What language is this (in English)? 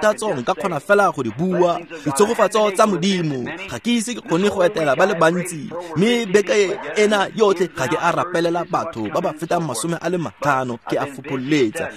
Tswana